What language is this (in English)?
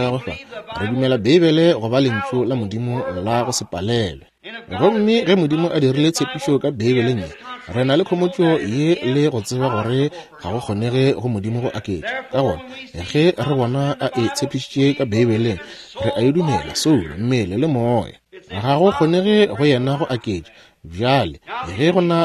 Northern Sotho